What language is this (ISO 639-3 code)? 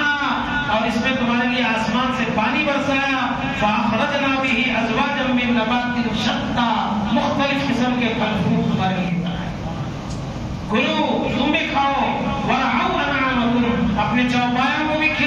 urd